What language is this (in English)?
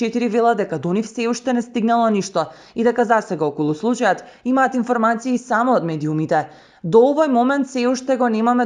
Macedonian